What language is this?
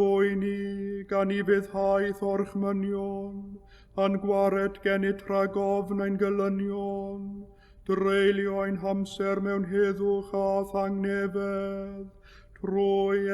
Welsh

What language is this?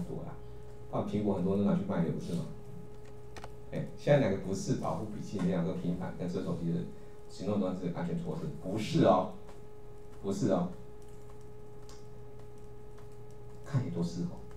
Chinese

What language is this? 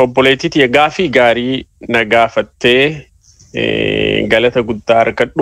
Oromo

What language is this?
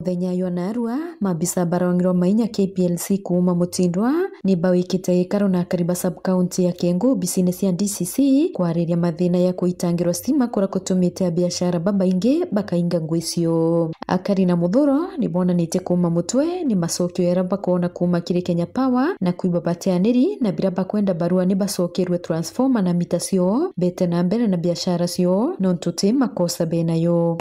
Meru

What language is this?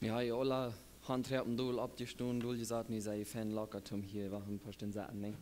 Plautdietsch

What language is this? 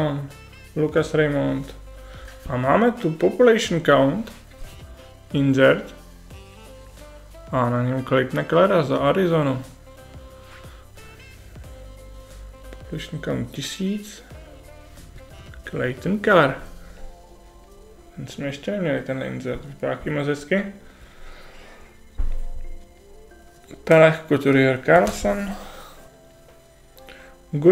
Czech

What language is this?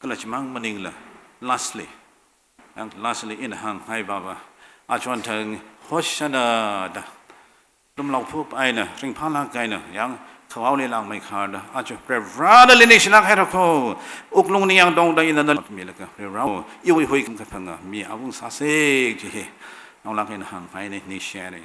Tangkhul Naga (India)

